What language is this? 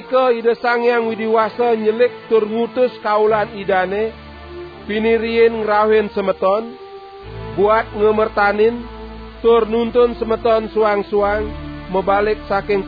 Balinese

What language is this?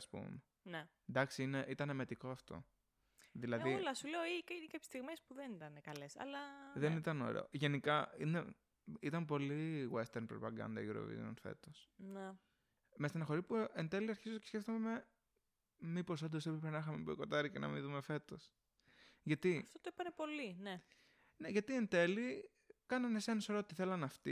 Greek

